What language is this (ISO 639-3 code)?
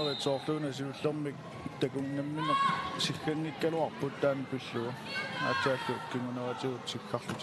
kal